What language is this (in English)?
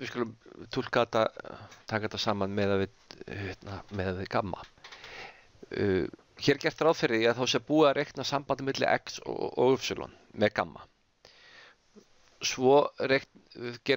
Icelandic